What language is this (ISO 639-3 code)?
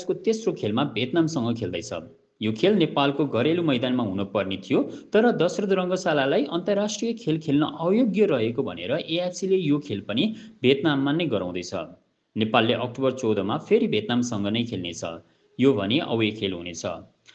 nep